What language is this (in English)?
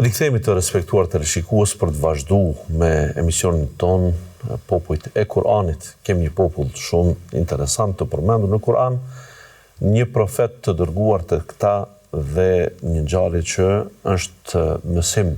Albanian